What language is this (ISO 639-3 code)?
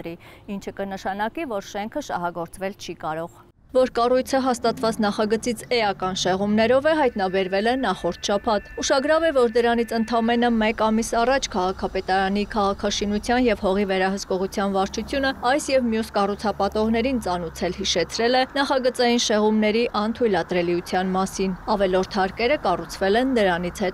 hye